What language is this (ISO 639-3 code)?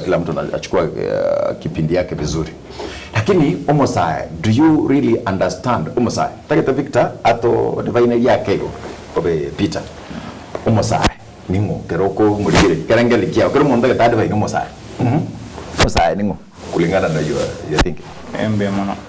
guz